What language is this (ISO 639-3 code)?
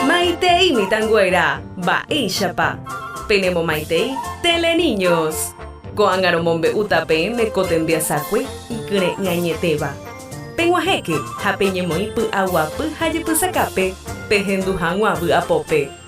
grn